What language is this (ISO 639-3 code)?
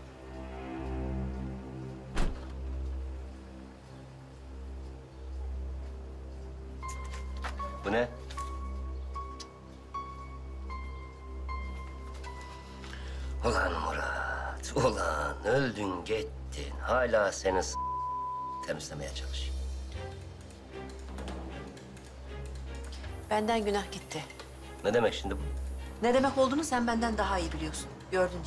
tur